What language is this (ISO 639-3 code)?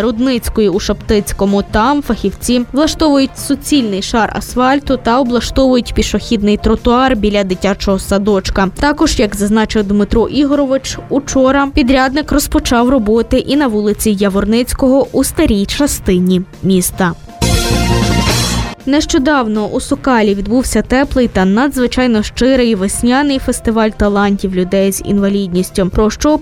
ukr